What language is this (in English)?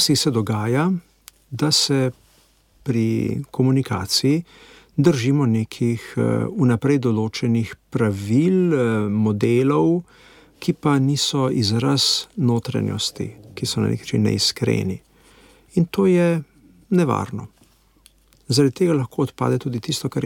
Slovenian